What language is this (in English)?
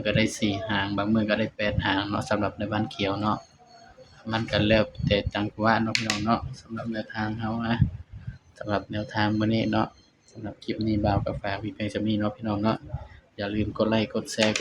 Northeastern Thai